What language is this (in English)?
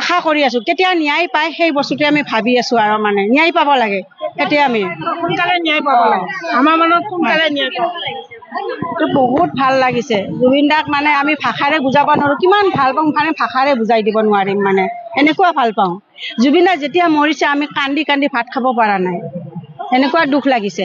Assamese